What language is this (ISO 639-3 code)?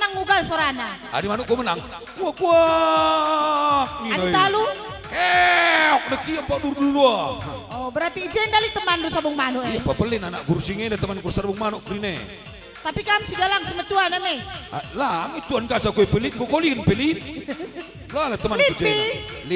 btx